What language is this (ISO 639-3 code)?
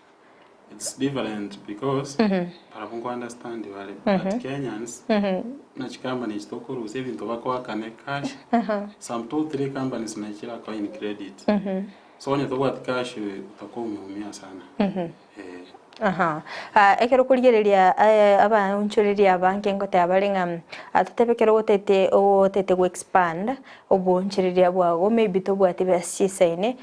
guz